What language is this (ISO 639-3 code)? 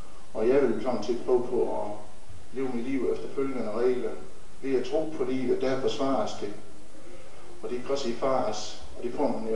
dan